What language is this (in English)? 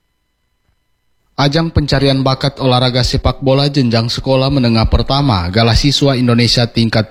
Indonesian